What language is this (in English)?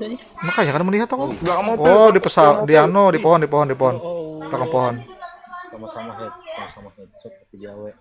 Banjar